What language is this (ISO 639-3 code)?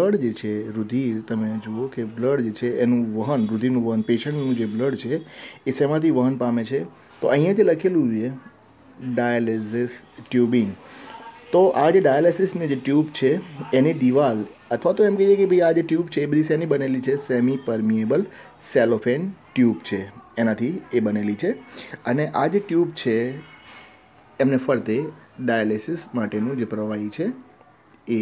guj